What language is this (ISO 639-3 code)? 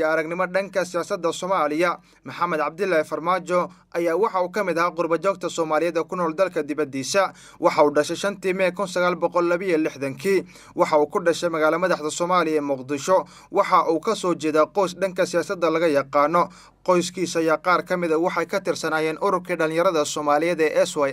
som